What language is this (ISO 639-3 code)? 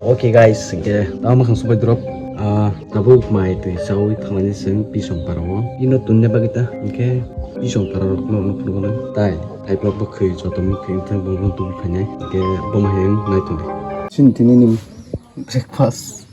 trp